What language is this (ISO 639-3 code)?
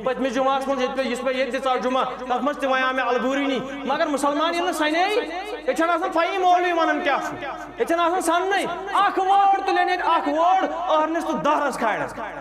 kas